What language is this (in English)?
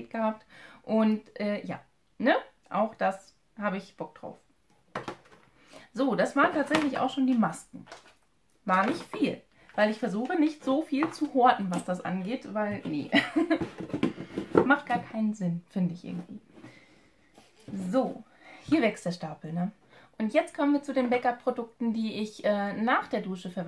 German